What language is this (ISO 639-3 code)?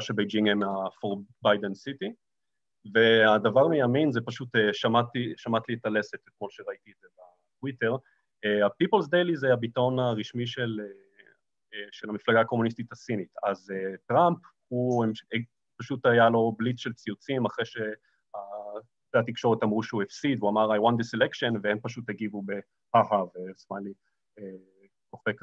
heb